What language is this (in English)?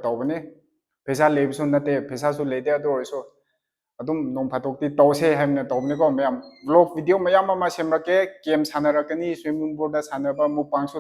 Manipuri